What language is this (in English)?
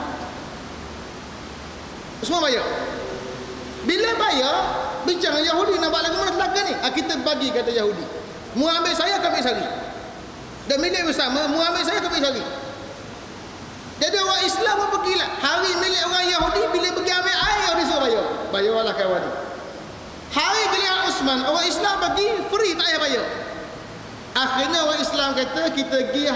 Malay